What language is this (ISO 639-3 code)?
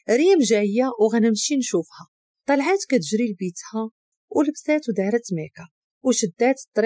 ary